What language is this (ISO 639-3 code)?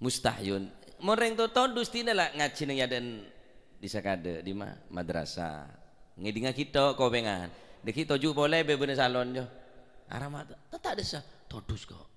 mad